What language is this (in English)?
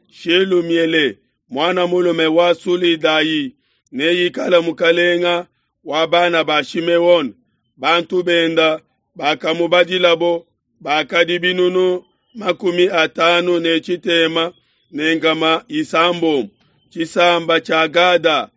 Luba-Lulua